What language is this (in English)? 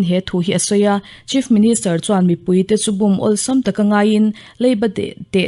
Mizo